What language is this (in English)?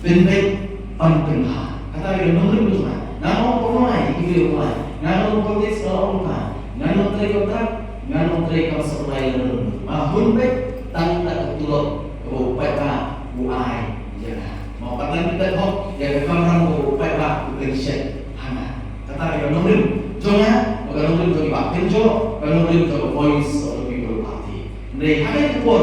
Khasi